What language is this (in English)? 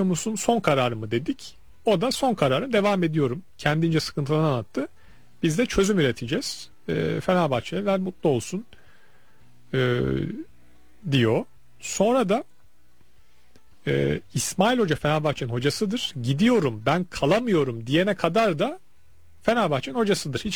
Turkish